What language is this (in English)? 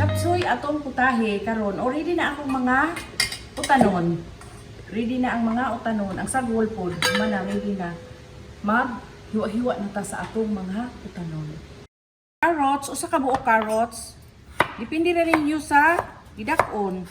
Cebuano